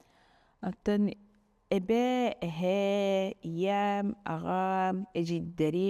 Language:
Yakut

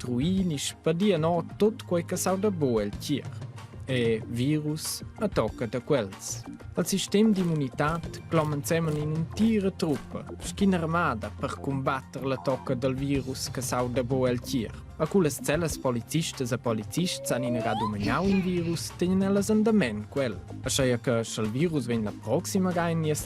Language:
Romansh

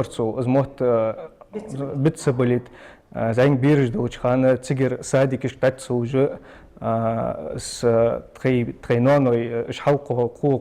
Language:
Ingush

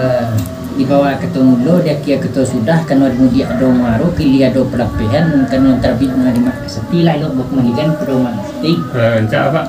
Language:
Minangkabau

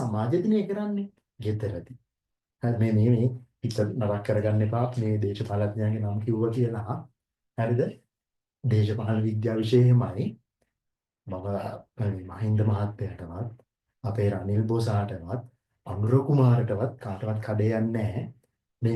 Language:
Sinhala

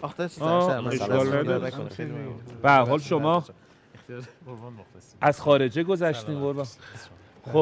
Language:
Persian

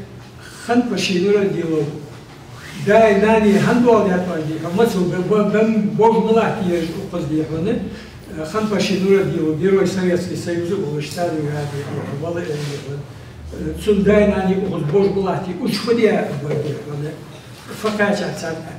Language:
Ingush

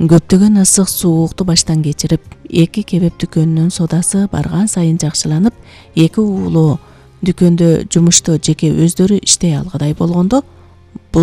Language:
Kyrgyz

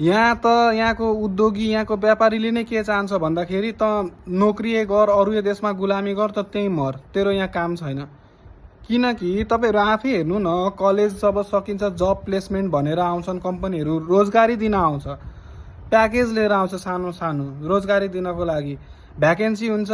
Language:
Nepali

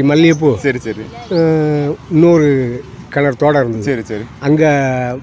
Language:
Tamil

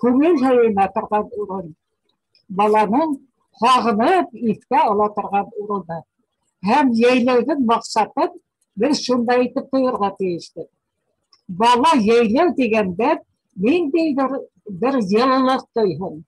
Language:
Bashkir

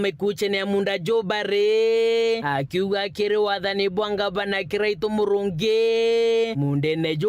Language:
Meru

